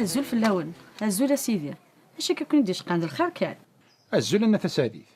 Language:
Kabyle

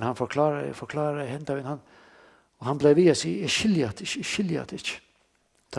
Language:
Faroese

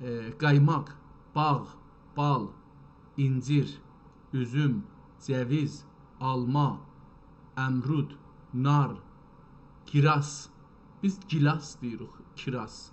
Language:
South Azerbaijani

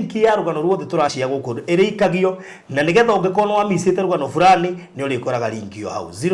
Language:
Kikuyu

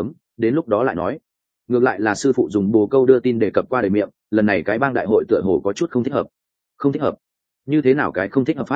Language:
Vietnamese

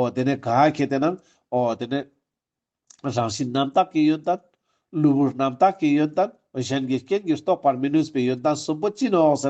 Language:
Ladakhi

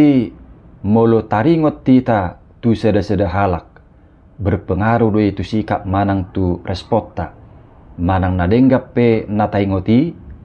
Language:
Batak Toba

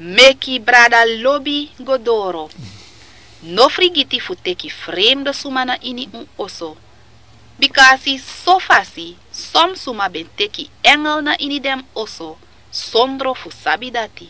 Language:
Sranan Tongo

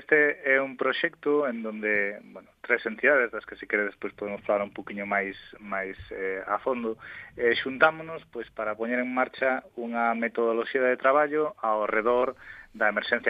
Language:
Galician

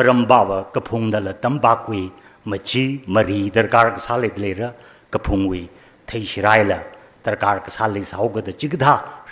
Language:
Tangkhul Naga (India)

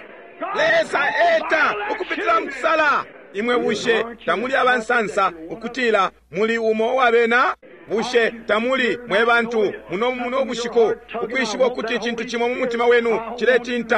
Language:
Bemba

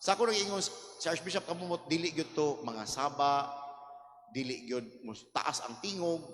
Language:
Cebuano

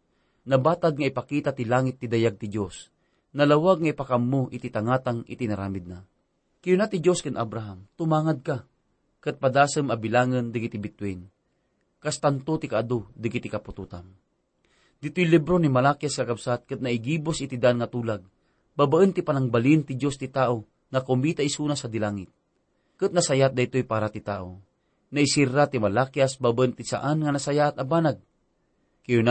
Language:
Iloko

